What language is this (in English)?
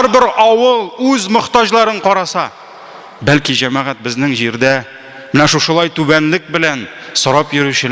Tatar